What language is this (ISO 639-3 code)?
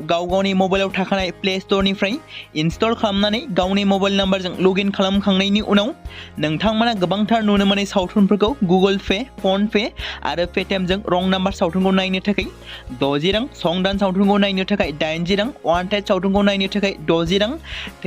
brx